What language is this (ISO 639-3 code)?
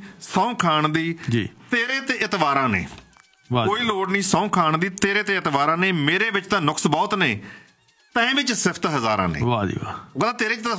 pan